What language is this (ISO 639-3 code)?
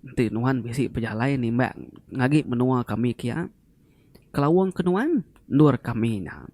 iba